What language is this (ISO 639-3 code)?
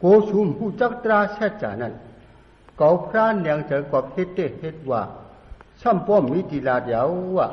shn